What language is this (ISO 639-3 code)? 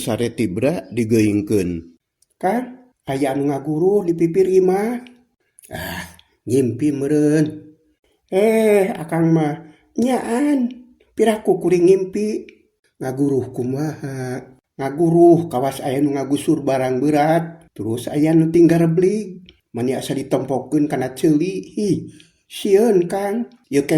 sun